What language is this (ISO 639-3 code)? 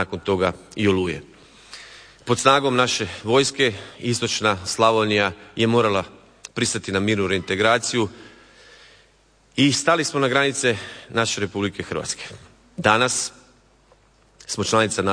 hrv